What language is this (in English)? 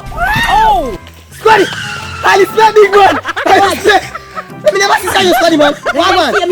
Jamaican Creole English